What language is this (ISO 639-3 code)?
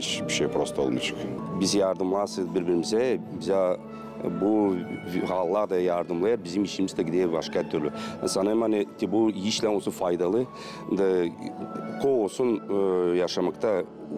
gag